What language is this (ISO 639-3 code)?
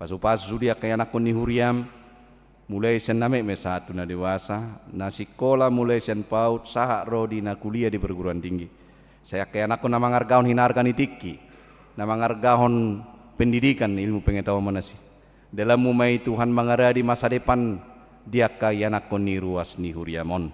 bbc